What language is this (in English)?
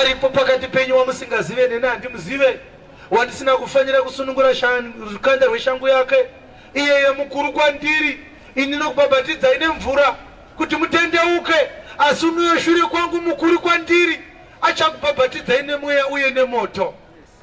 Shona